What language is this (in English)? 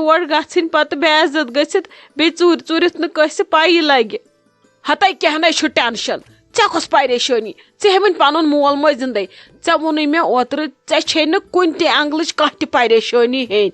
Kashmiri